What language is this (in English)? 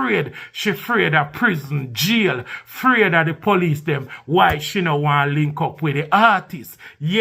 Jamaican Creole English